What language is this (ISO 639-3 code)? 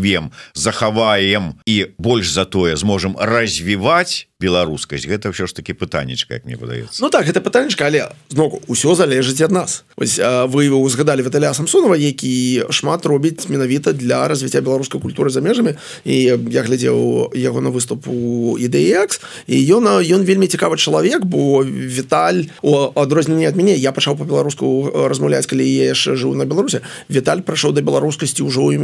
bel